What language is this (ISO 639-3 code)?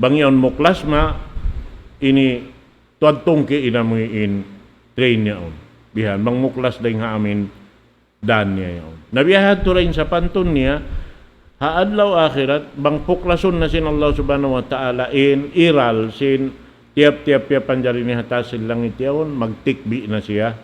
tsg